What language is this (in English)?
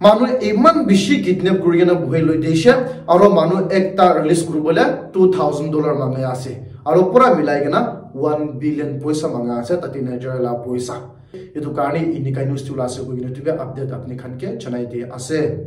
Naga Pidgin